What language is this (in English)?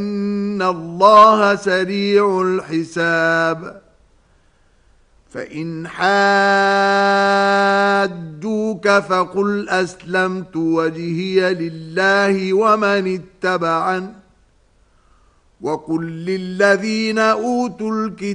Arabic